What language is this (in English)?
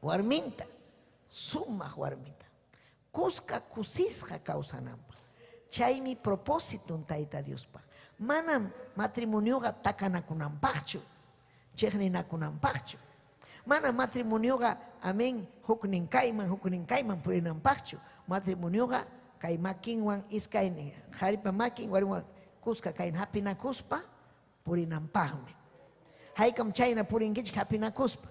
Ayacucho Quechua